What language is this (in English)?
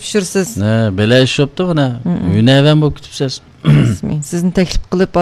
Uyghur